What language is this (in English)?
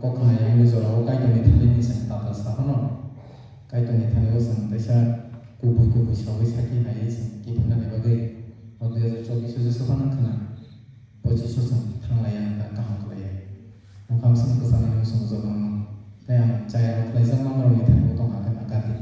Kok Borok